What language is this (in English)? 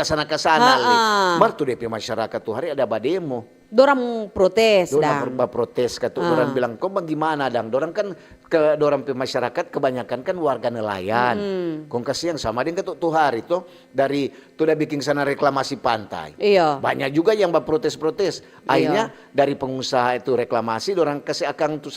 Manado Malay